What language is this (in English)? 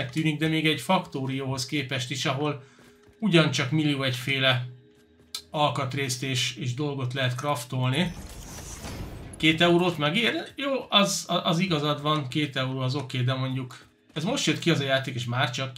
Hungarian